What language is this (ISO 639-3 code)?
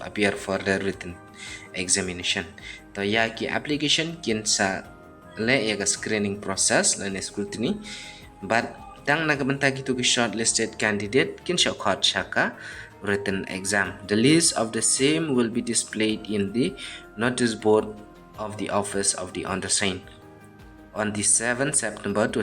kha